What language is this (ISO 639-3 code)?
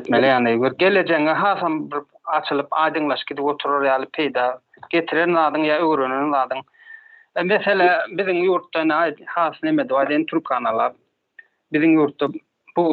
tuk